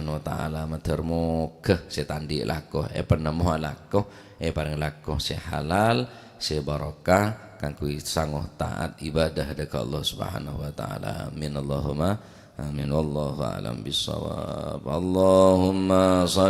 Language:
Madurese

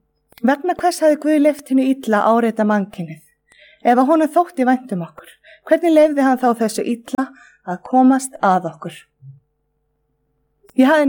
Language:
Icelandic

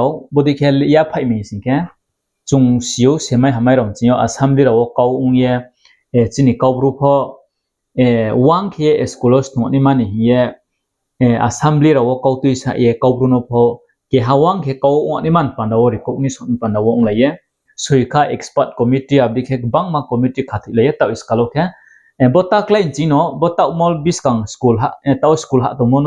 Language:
Riang (India)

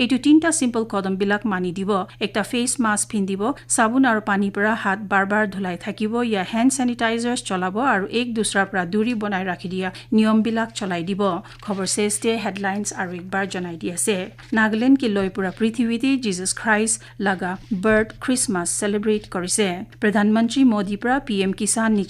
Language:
Naga Pidgin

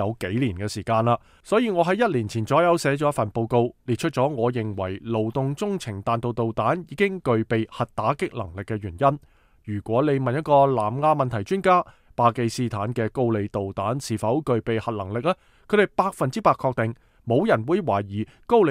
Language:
Cantonese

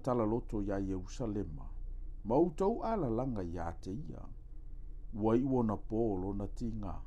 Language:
Samoan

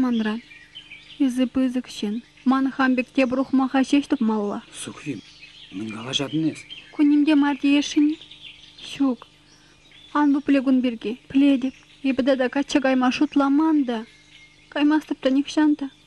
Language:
Chuvash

